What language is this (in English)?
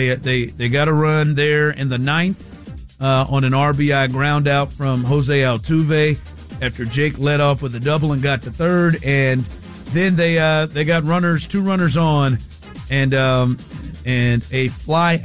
English